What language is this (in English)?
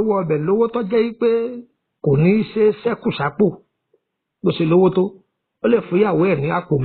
Yoruba